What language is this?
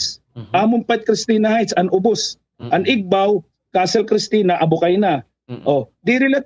Waray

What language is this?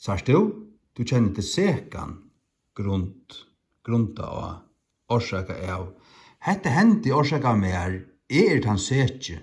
Faroese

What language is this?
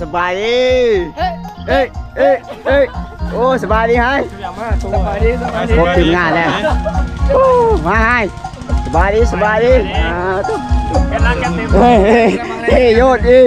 Lao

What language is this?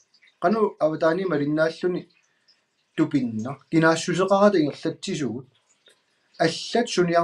Kalaallisut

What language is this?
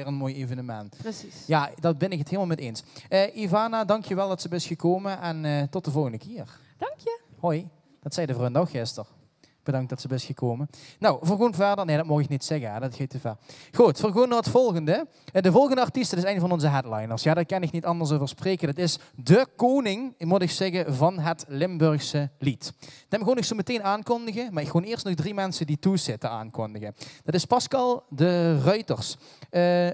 Limburgish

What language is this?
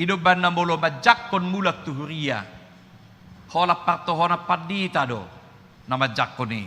Batak Toba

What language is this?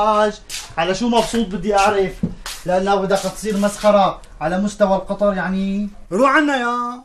North Levantine Arabic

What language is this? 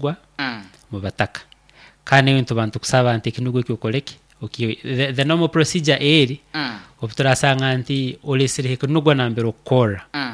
Nyoro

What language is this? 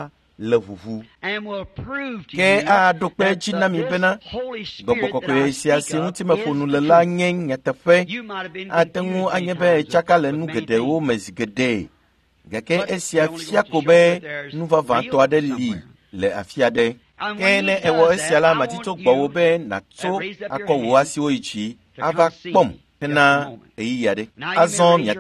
Ewe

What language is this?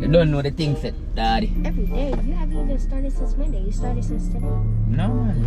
Jamaican Creole English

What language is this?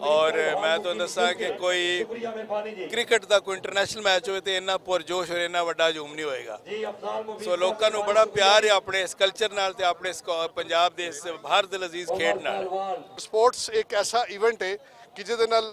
Western Panjabi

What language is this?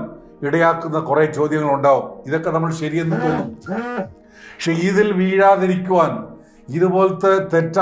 Malayalam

